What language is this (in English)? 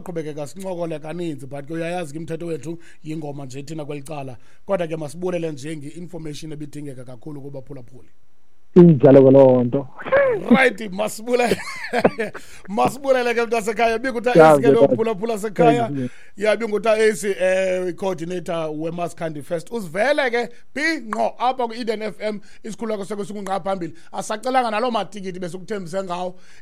Xhosa